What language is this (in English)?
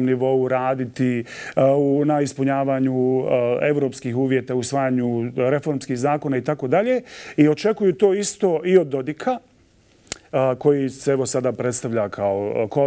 Croatian